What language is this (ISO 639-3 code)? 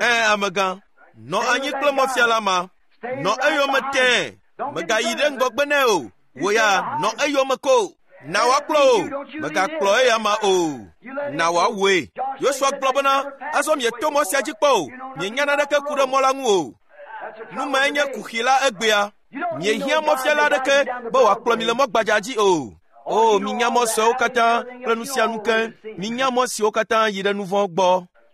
ewe